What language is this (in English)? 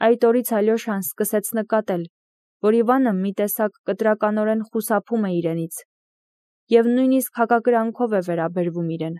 Armenian